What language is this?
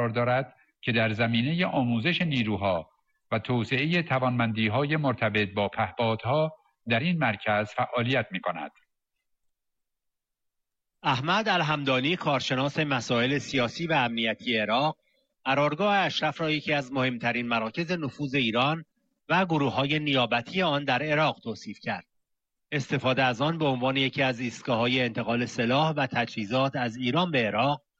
Persian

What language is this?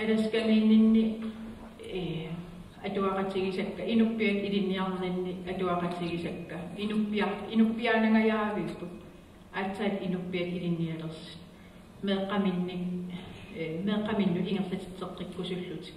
Kalaallisut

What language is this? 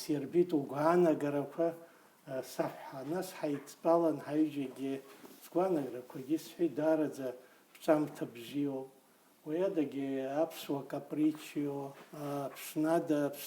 Abkhazian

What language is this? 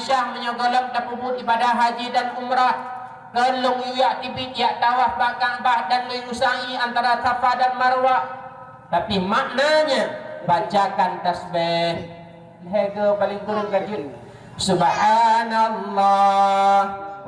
Achinese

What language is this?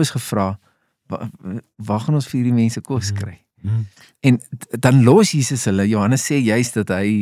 Afrikaans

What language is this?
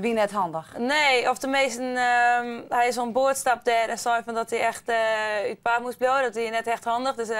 Western Frisian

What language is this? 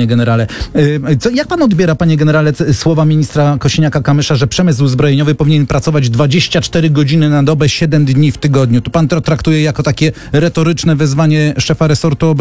Polish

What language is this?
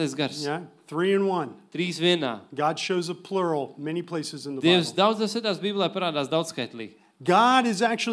Latvian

